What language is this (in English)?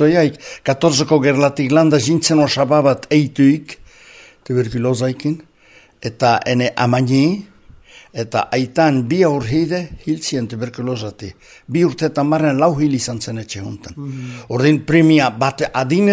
Basque